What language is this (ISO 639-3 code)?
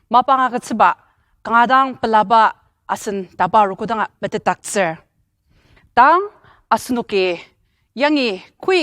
njo